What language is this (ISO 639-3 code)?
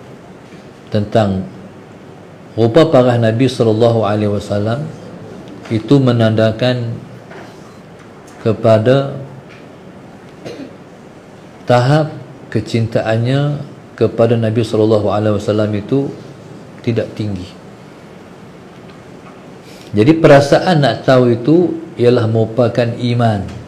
msa